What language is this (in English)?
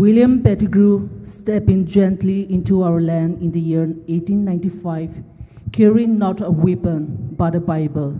Poumei Naga